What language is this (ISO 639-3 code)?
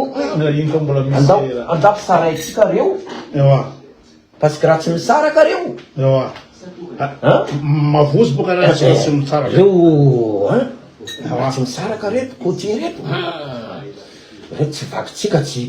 mlg